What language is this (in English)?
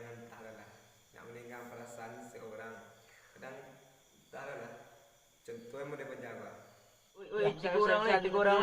Minangkabau